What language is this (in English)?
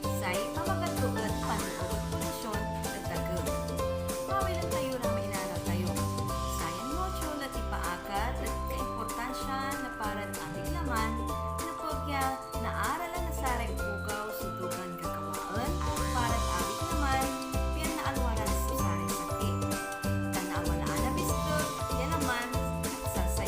Pangasinan